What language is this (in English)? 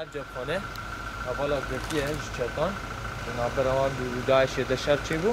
Kurdish